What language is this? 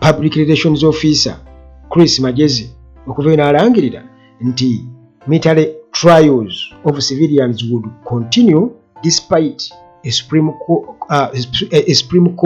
Ganda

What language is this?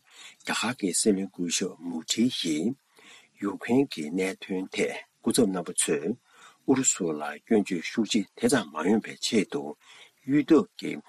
Tibetan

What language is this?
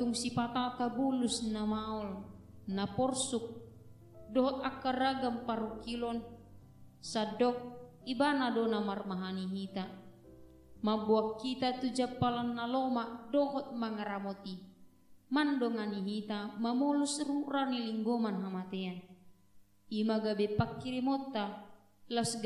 Batak Toba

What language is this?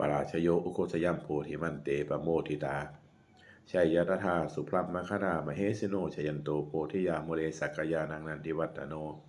Pali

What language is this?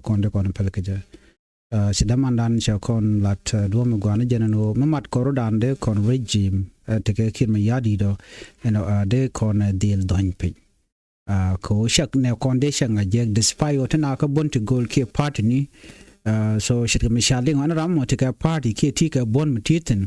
Nuer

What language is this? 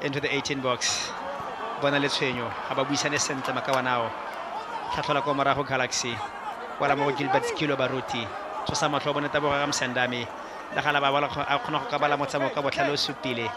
Tswana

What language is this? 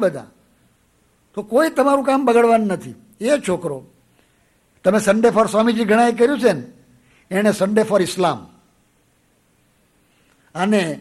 Gujarati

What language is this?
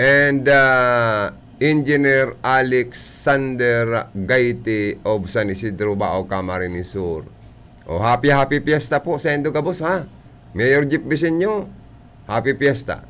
Bikol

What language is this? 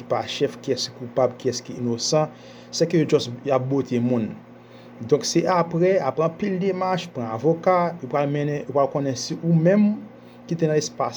Haitian Creole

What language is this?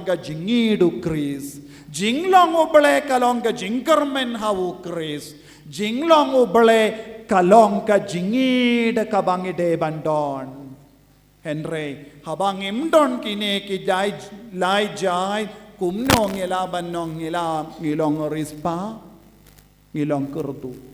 Khasi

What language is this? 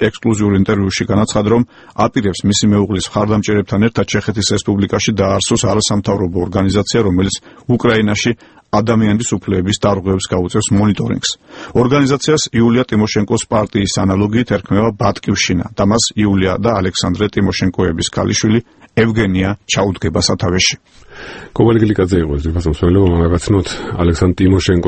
Georgian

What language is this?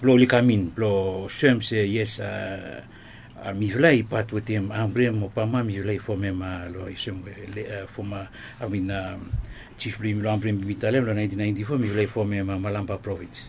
Bislama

